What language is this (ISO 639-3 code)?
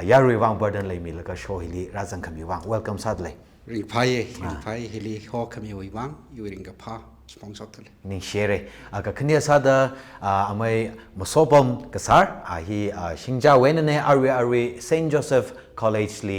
nmf